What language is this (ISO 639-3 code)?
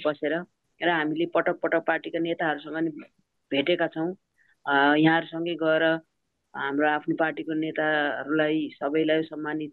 nep